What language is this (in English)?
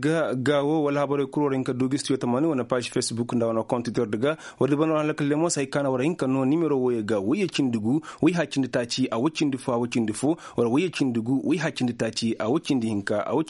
Koyraboro Senni